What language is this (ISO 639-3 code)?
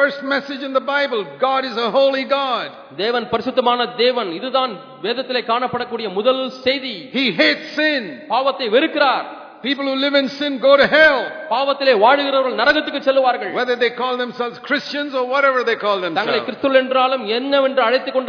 tam